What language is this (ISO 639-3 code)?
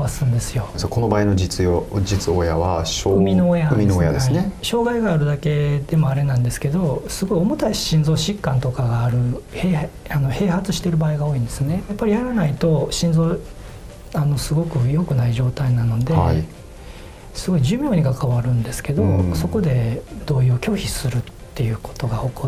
jpn